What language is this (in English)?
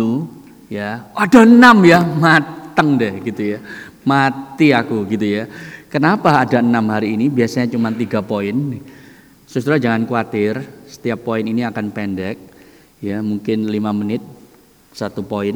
Indonesian